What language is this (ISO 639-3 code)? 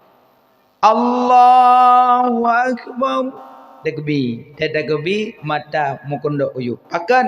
ace